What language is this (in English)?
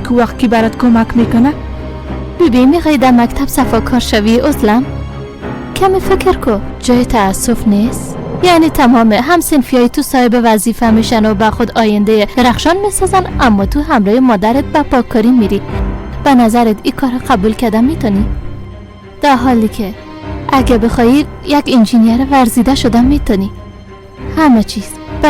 Persian